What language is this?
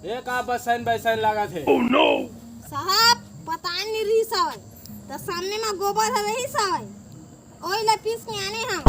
Chhattisgarhi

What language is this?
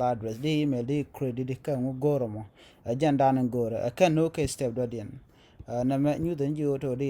Nuer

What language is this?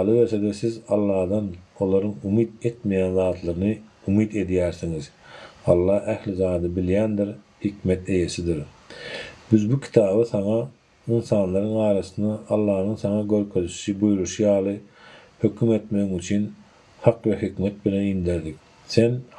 Turkmen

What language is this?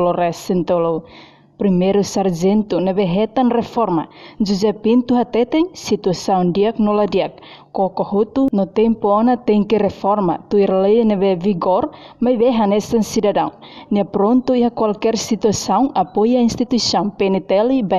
Tetum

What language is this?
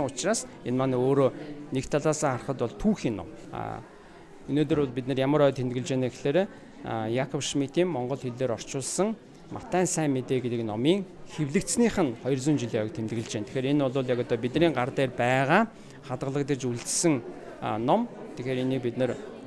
Mongolian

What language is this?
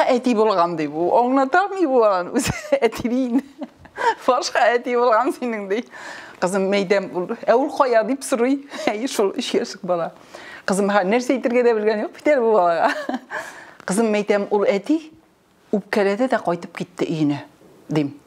Tatar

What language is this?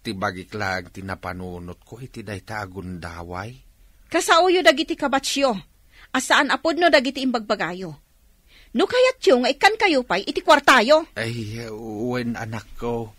Iloko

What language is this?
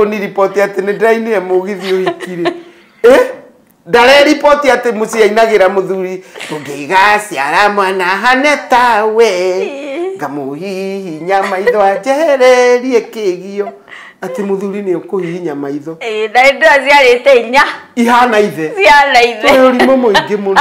Kikuyu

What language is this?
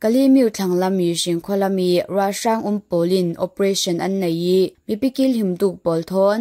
Falam Chin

